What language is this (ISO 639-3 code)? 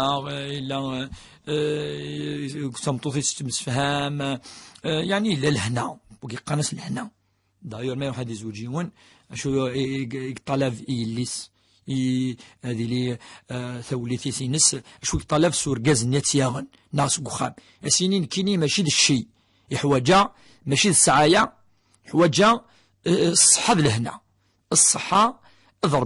kab